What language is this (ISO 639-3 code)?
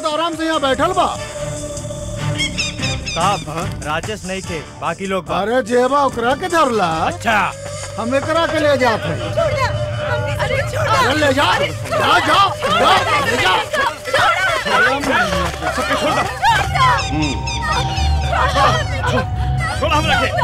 bho